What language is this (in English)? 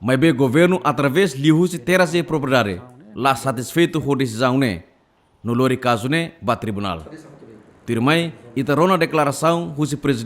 Tetum